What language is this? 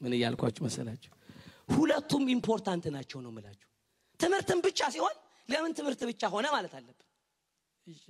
Amharic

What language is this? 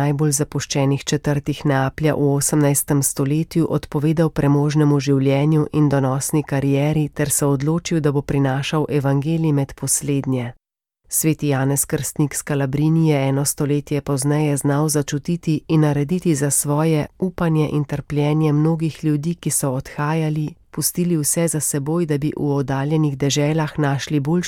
Slovenian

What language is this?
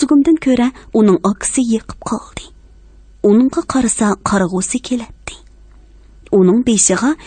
Uyghur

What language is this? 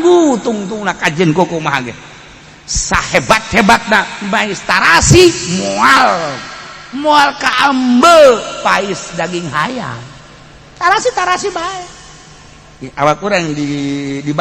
Sundanese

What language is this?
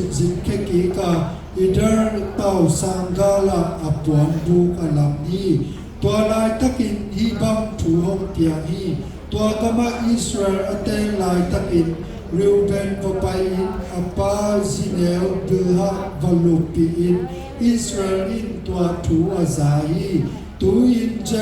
Tedim Chin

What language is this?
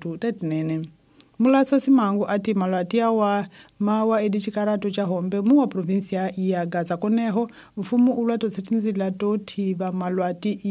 Tsonga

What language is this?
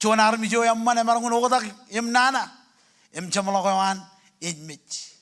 Marshallese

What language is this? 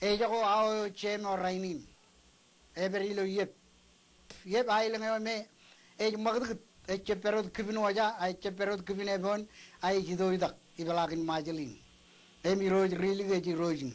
Marshallese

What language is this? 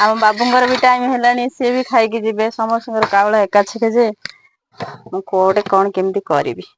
Odia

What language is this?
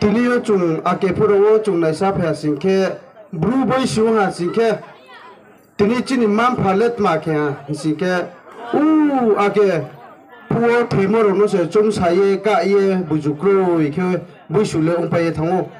Riang (India)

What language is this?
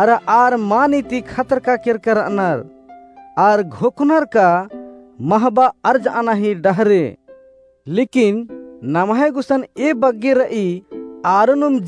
Kurukh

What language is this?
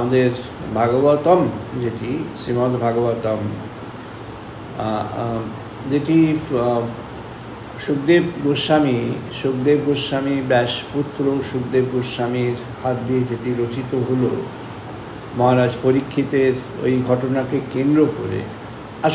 Bangla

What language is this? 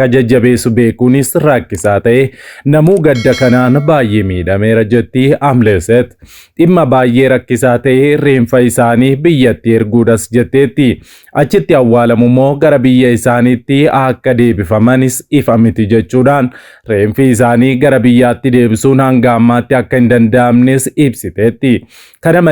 Oromo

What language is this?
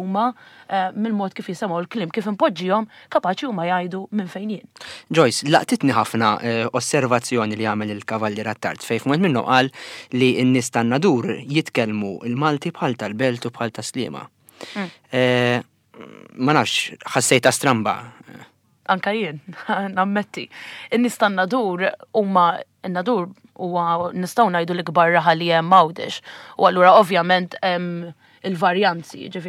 Maltese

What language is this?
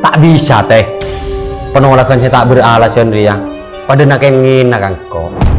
Madurese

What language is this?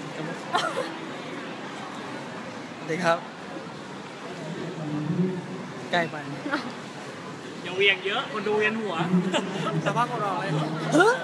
Thai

